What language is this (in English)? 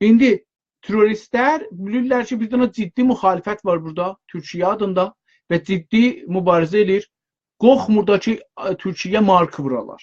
South Azerbaijani